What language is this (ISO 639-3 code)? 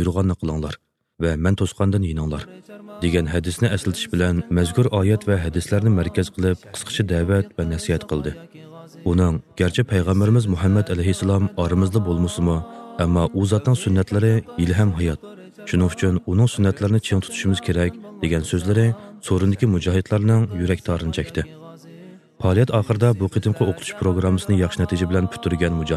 uig